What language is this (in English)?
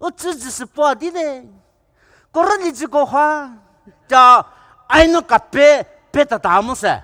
Poumei Naga